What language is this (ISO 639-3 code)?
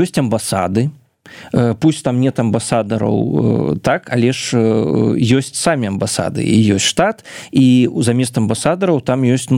bel